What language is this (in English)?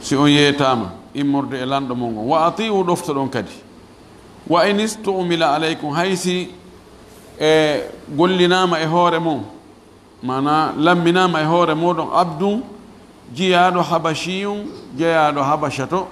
Fula